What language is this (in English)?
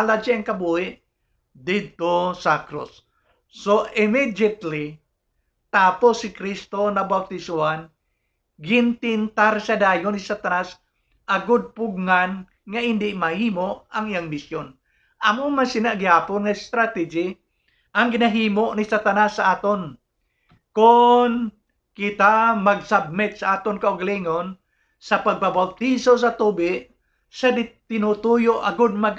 Hiligaynon